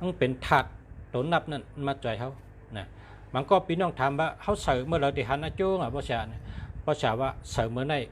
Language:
Shan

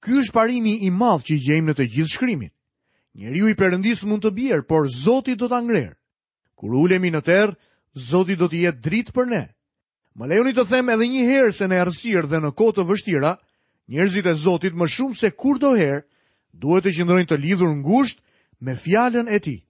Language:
Albanian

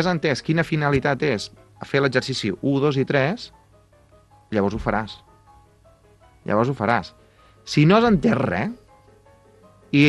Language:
Catalan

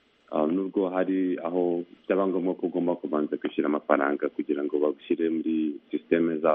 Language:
Kinyarwanda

